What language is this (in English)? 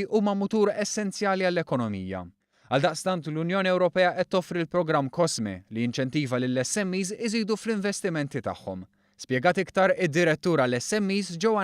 Maltese